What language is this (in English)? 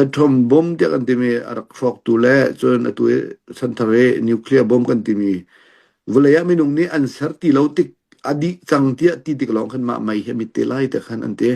Hakha Chin